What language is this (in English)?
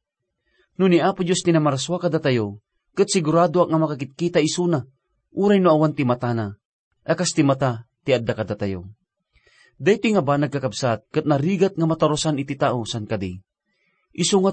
Iloko